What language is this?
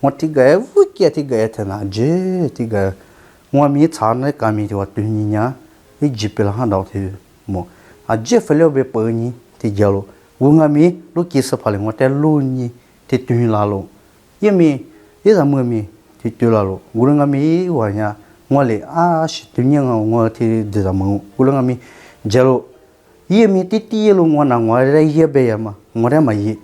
Lisu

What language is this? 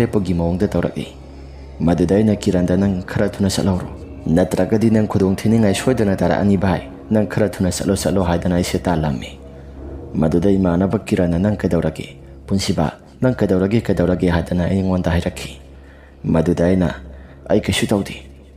Manipuri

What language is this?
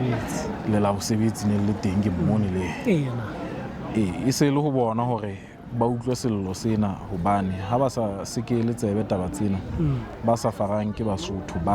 Southern Sotho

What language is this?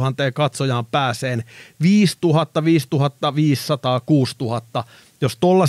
Finnish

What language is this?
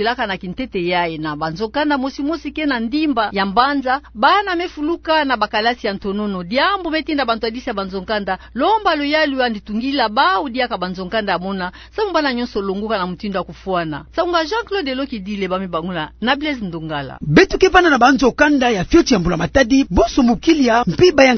Kituba (Democratic Republic of Congo)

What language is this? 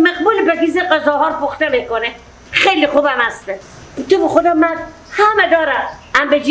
Persian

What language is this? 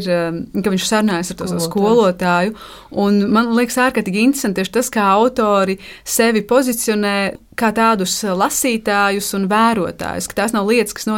Latvian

